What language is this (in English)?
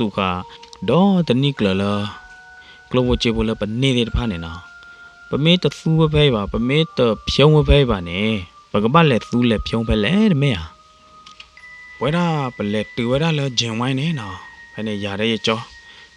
S'gaw Karen